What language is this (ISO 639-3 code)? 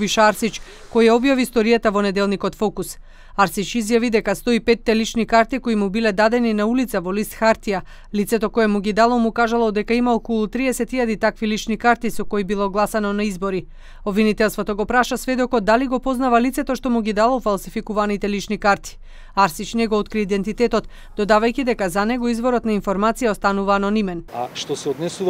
mkd